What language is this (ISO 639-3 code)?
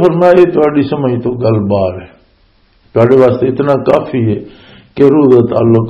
lah